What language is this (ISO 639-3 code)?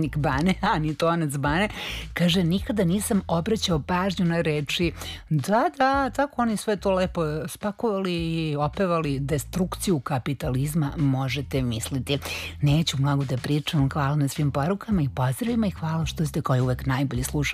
srp